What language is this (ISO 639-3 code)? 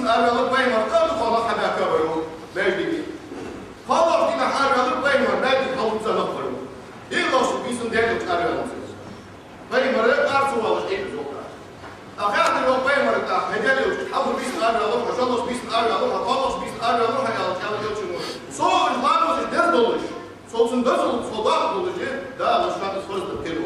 inh